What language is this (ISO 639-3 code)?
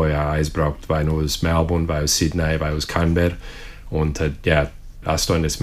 lav